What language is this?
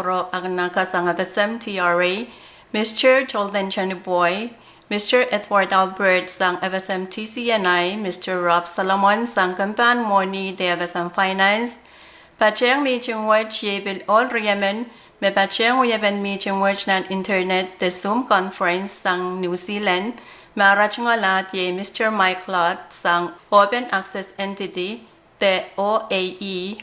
Pohnpeian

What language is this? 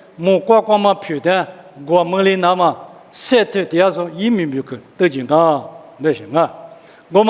Lisu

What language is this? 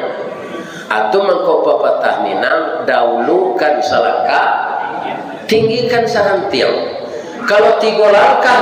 Minangkabau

